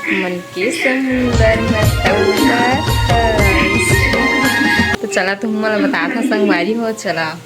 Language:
Chhattisgarhi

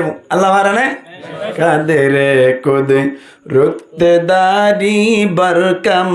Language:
Rohingya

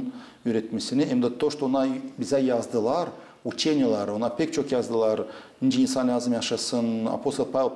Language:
Gagauz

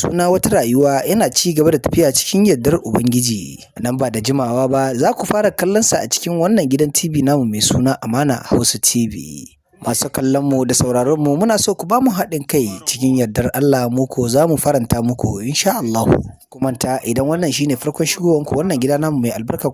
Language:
Hausa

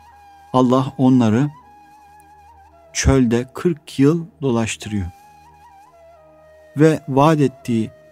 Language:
Turkish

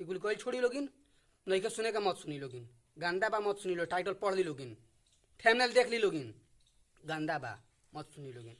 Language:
Bhojpuri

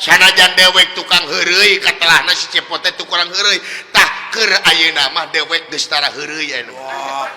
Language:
Sundanese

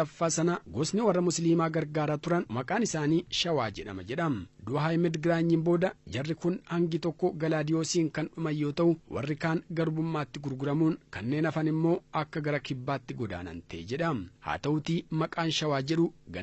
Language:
Oromo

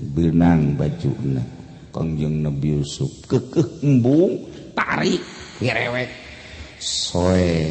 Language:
Sundanese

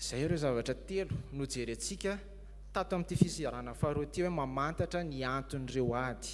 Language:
Malagasy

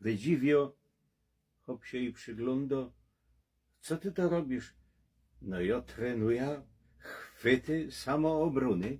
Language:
Silesian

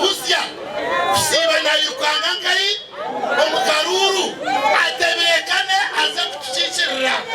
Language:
Nyankole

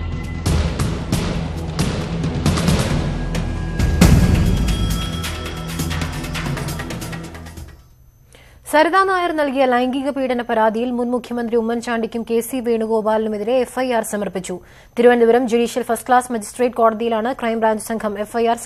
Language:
Malayalam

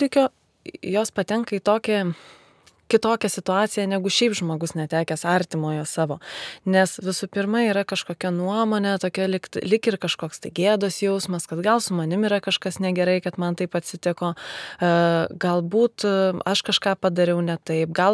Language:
Lithuanian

